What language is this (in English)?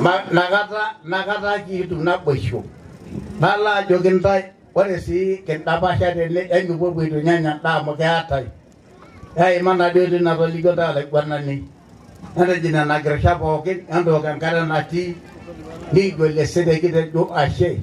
Masai